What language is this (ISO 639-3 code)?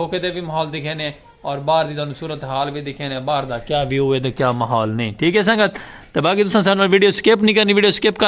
skr